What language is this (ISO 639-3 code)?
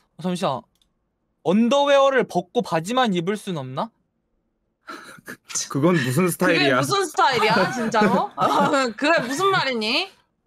kor